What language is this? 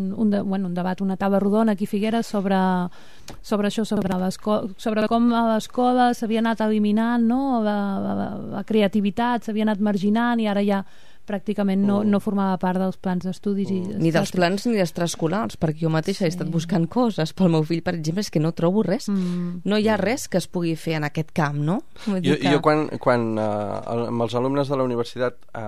Catalan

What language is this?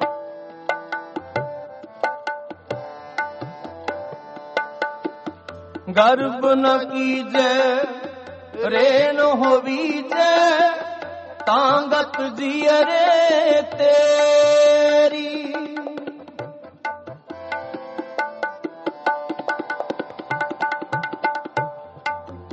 Punjabi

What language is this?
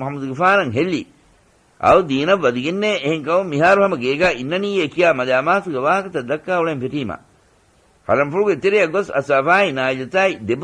Divehi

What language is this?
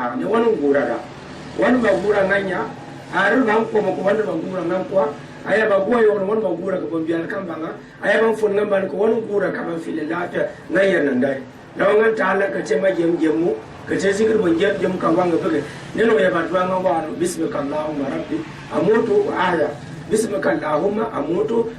Gourmanchéma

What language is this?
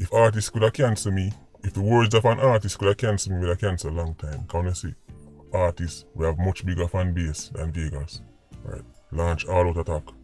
Jamaican Creole English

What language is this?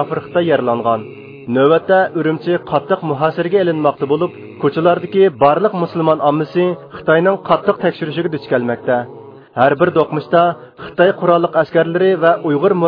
Uyghur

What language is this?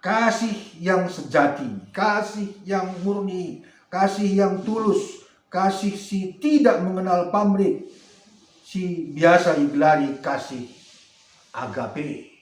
Batak Karo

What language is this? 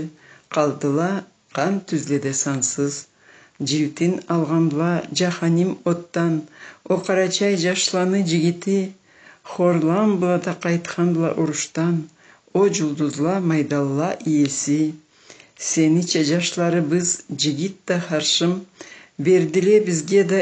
Karachay-Balkar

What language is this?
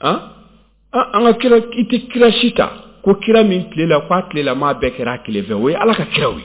Bambara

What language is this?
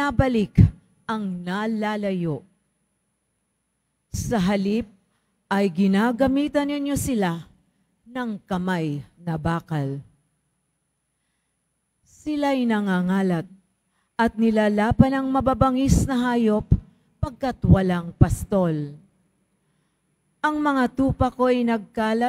Filipino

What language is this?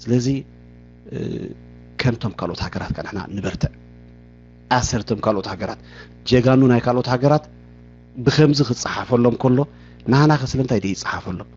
Tigrinya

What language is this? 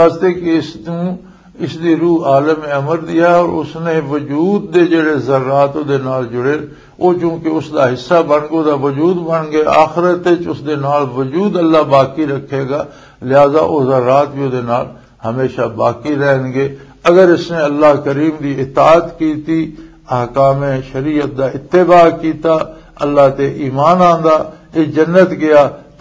Western Panjabi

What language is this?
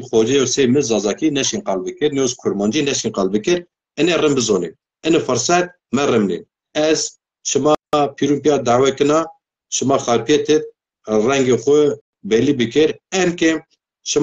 Zaza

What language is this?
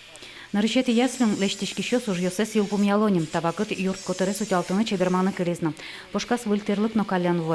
Udmurt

